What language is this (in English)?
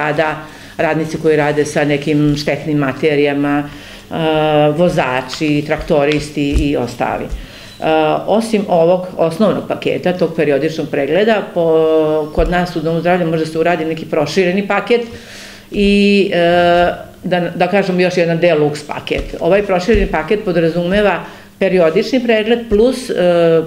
Serbian